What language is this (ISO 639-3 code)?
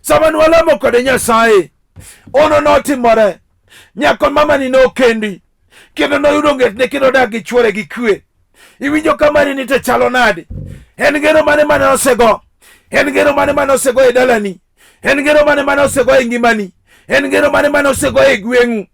luo